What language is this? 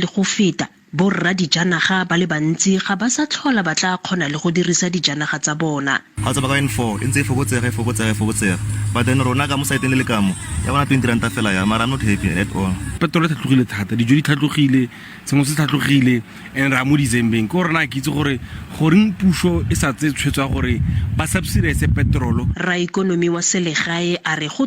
Tswana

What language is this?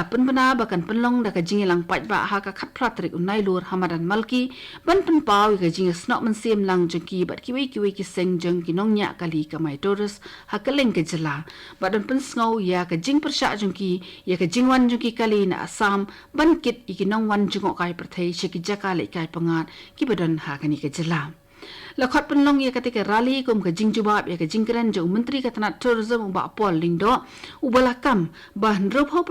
Khasi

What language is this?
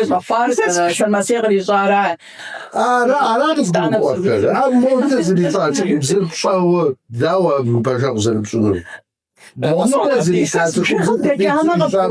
Kabardian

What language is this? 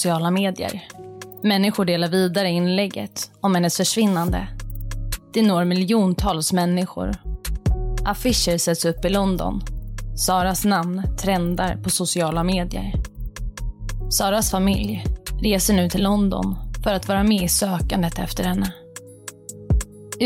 Swedish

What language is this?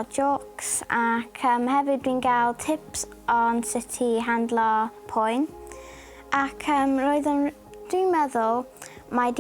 Welsh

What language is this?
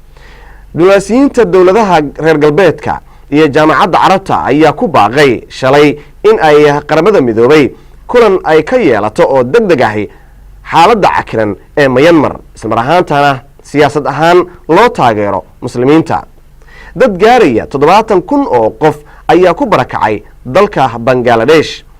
Somali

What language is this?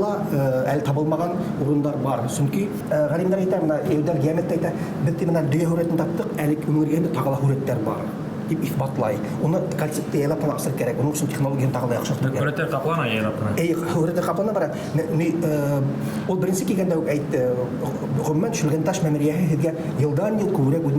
Bashkir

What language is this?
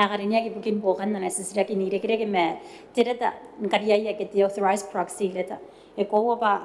Gilbertese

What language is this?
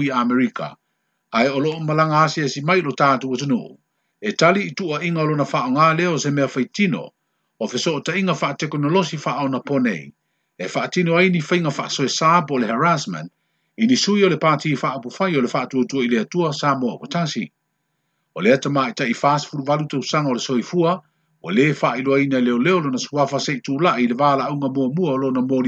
Samoan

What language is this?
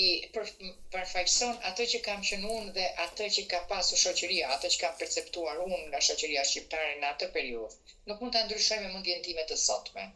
Albanian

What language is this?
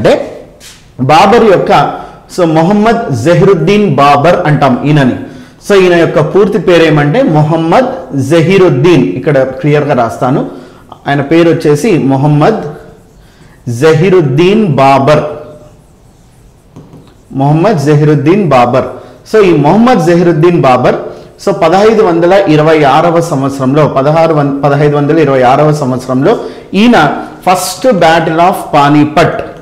Telugu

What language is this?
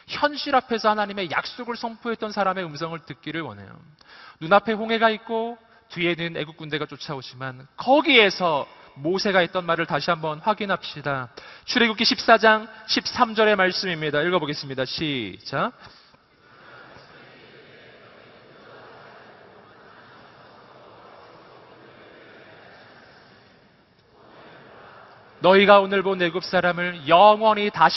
Korean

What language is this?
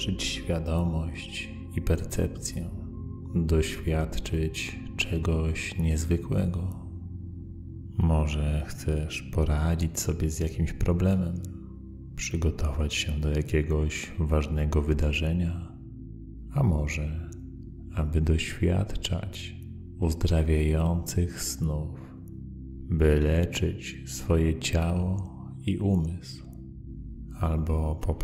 Polish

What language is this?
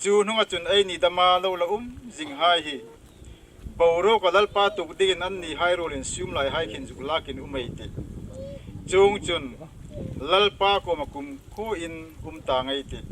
Hmar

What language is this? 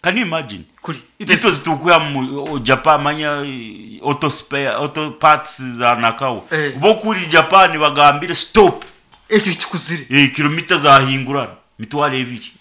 Nyankole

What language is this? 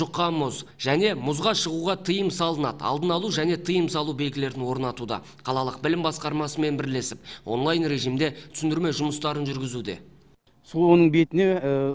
Kazakh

